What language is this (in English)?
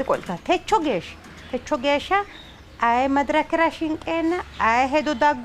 Sidamo